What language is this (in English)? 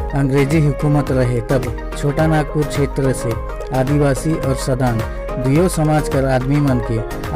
Sadri